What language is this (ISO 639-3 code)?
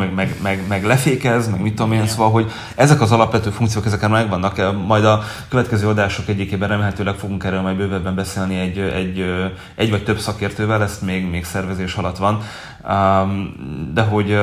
hun